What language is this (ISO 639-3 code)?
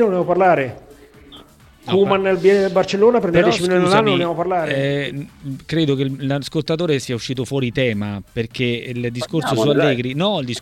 ita